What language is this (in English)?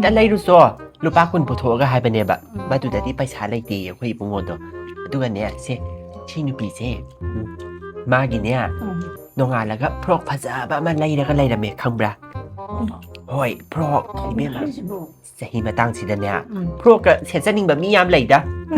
Manipuri